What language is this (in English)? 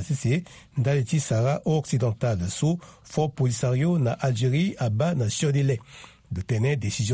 Sango